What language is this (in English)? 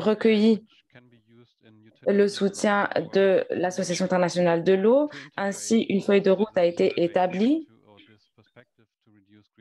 French